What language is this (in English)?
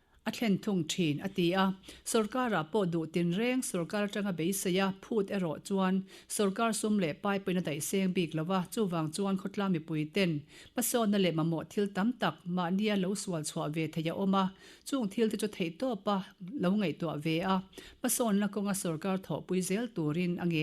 Mizo